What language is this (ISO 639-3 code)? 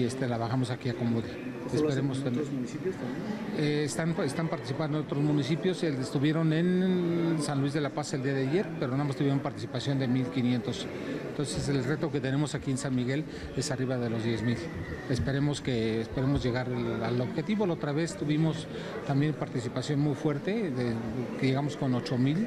spa